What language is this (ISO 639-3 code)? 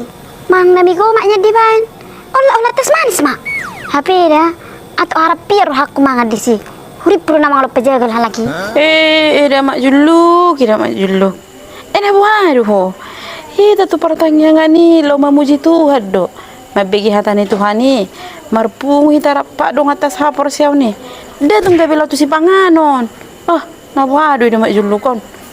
bbc